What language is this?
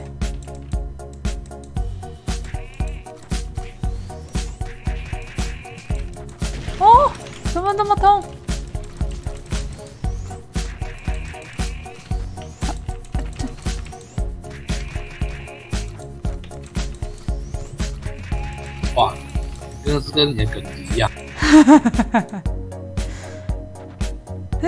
Chinese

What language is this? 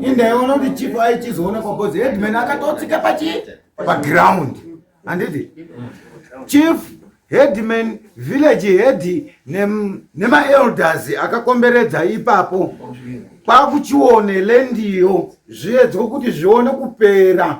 Shona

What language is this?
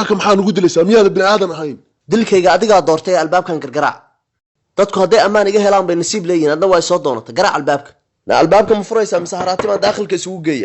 Somali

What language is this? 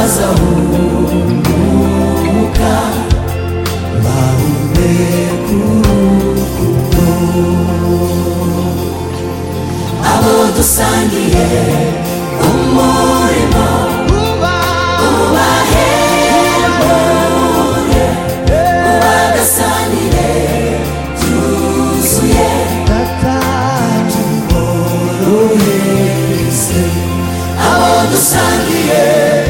Kinyarwanda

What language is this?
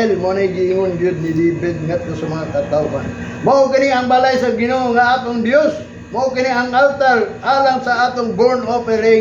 Cebuano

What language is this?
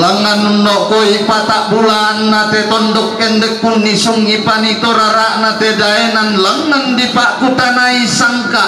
Toraja-Sa'dan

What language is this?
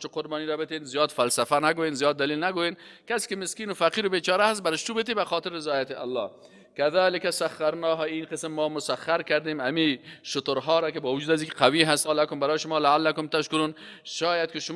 Persian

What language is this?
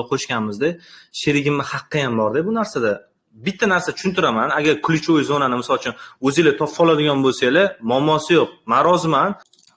Uzbek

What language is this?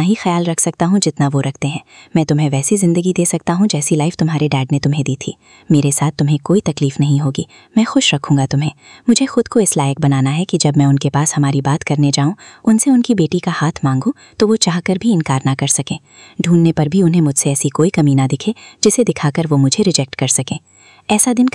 Hindi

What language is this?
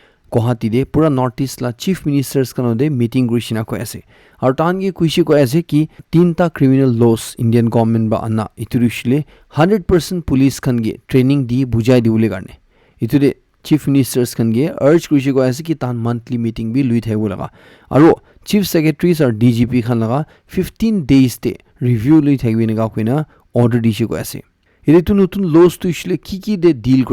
Naga Pidgin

